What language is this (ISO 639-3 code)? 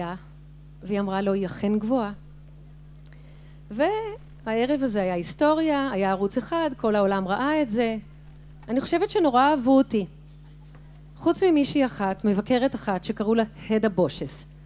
heb